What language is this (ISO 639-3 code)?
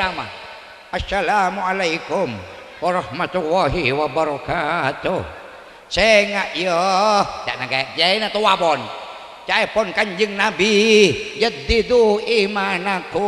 mad